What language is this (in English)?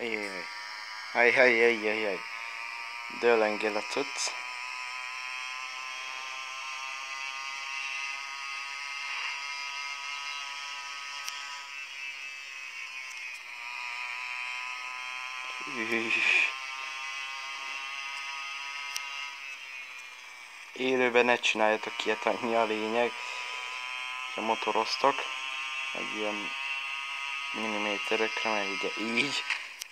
Hungarian